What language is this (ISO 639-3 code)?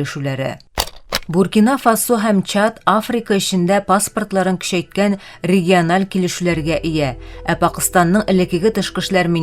tat